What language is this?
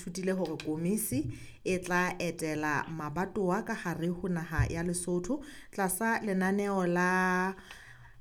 Southern Sotho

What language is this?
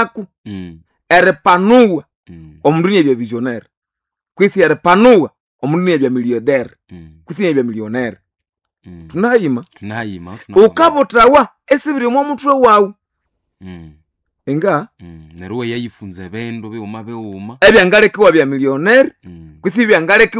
Nande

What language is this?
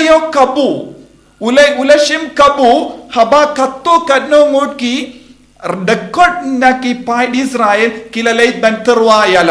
Khasi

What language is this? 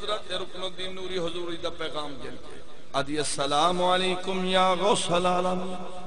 Saraiki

